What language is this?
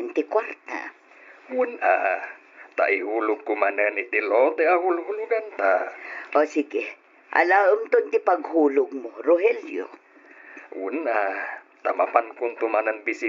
Iloko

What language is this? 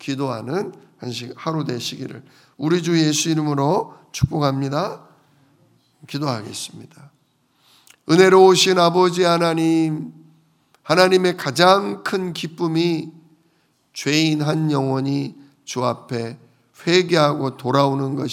Korean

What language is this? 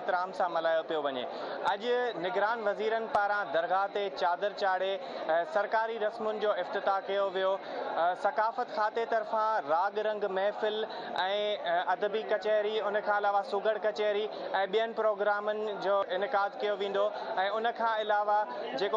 Sindhi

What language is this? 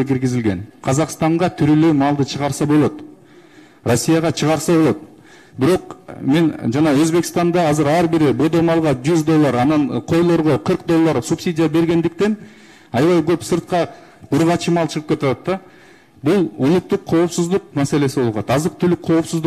Kyrgyz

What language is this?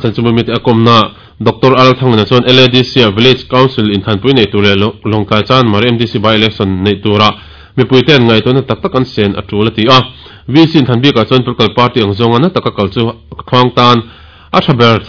Mizo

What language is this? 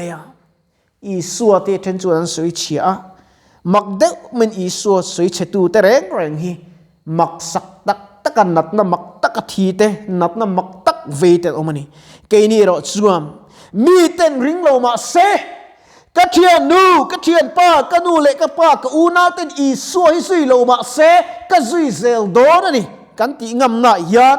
Mizo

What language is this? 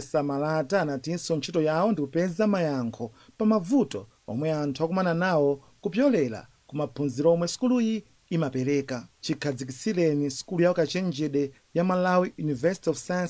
Nyanja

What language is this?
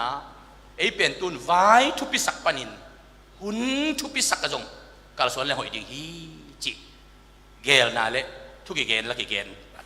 Tedim Chin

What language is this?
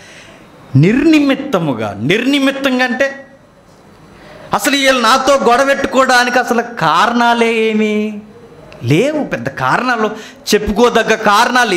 Telugu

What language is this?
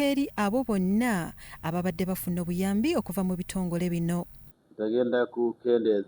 Ganda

